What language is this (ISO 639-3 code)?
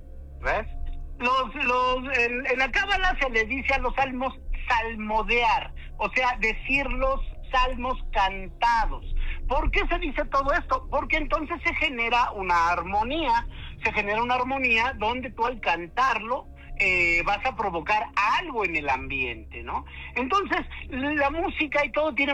spa